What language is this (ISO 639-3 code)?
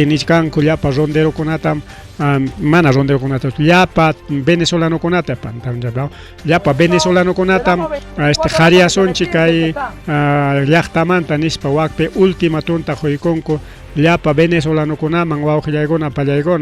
quy